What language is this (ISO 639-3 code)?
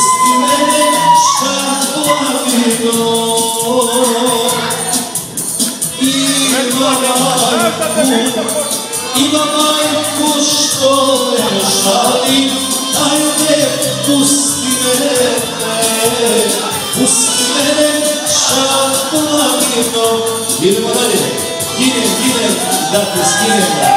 srp